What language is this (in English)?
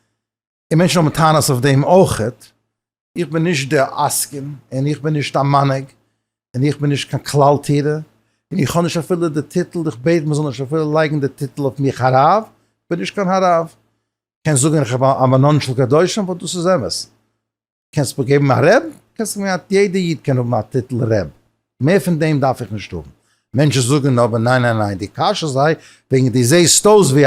Yiddish